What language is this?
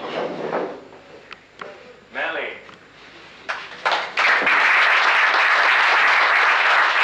Estonian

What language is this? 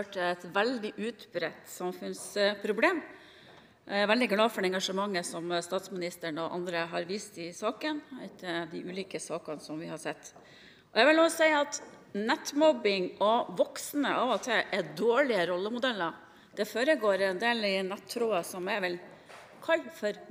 Norwegian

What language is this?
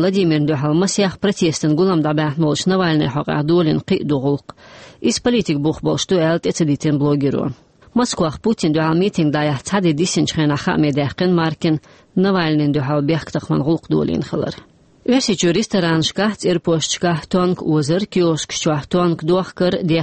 Chechen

